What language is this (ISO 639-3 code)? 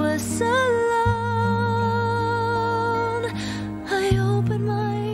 fil